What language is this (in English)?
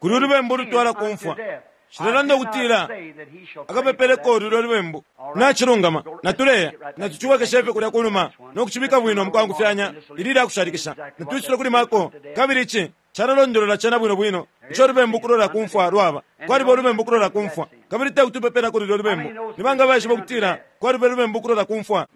Bemba